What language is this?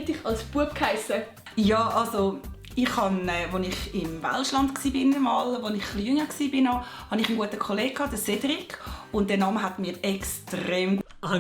Swiss German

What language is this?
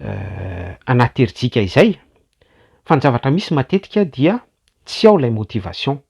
Malagasy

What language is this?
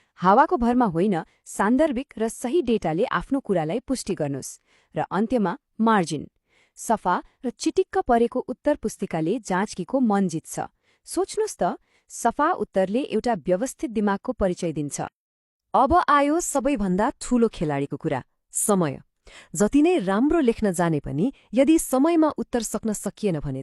Nepali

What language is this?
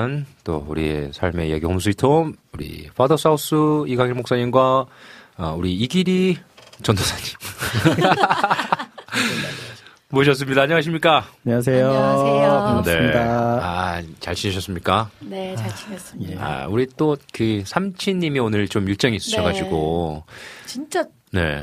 Korean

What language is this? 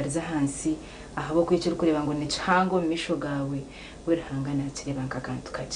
Nyankole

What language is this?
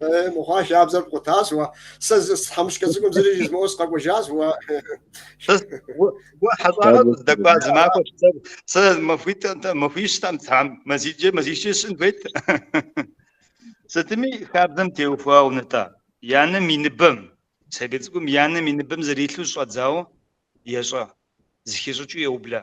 Kabardian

